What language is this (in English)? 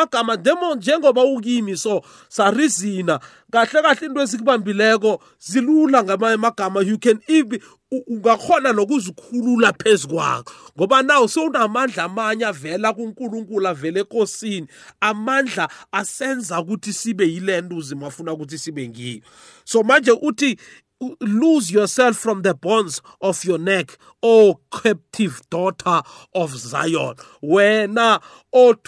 South Ndebele